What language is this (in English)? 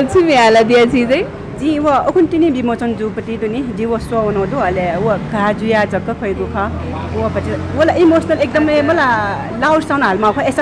Newari